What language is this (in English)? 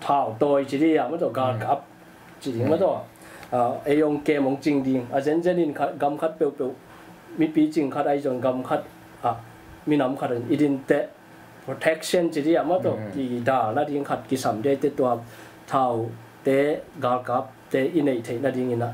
Tedim Chin